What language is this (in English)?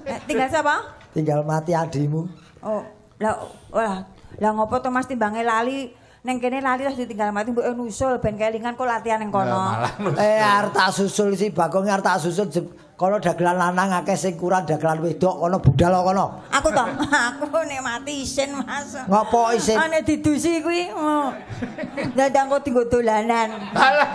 Javanese